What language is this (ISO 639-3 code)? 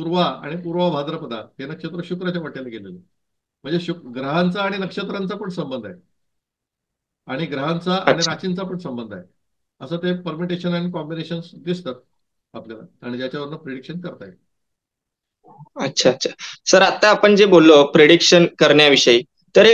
mar